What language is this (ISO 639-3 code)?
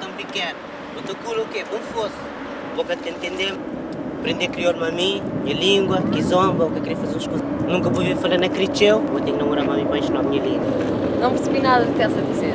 kea